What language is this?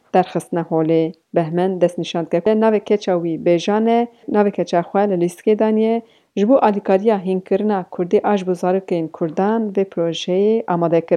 Kurdish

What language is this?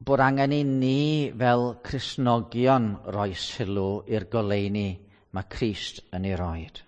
Welsh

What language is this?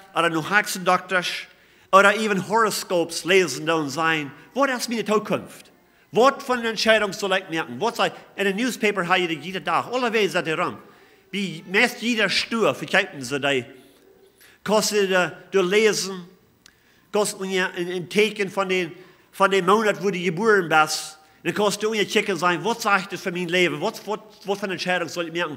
Plautdietsch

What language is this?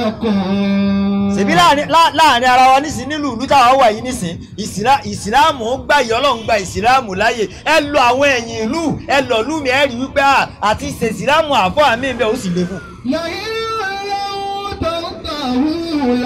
Yoruba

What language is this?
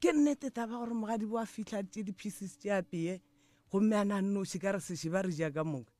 Northern Sotho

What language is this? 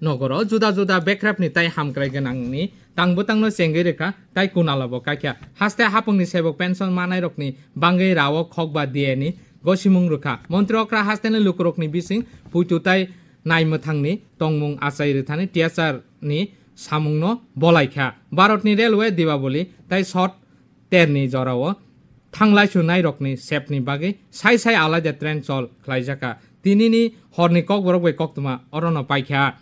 Kok Borok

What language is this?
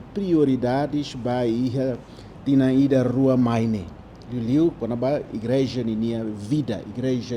Tetum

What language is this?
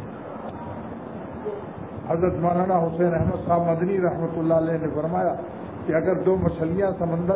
Urdu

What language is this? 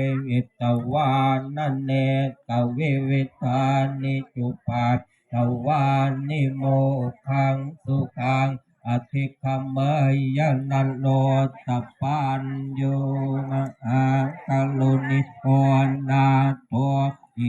Pali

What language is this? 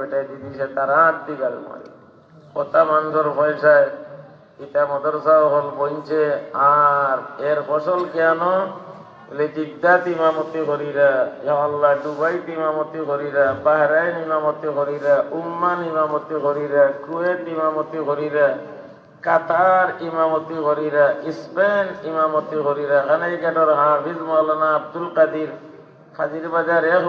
Sylheti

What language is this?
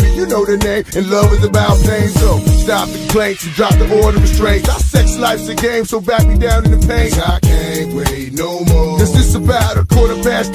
English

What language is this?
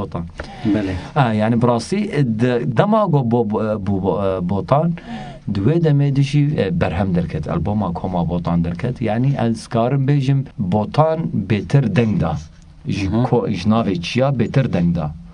Kurdish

